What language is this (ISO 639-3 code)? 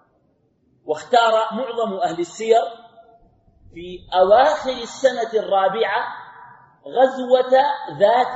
ara